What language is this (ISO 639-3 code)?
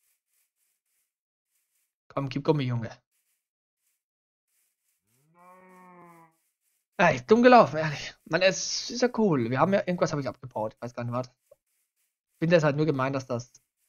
deu